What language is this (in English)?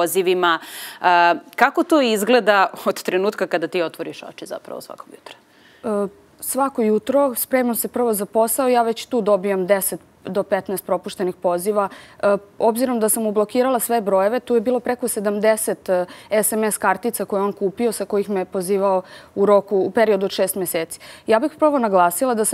Serbian